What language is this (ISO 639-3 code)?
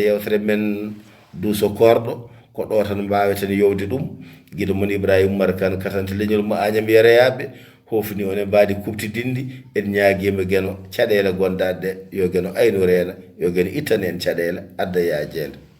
ful